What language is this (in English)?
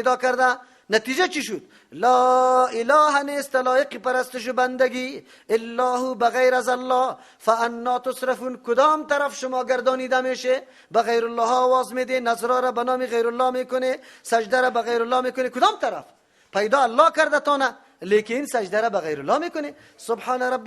Persian